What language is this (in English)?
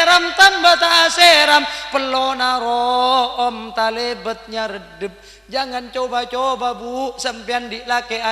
Madurese